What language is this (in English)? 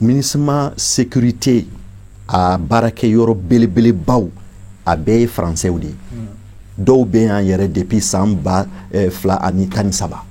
Bambara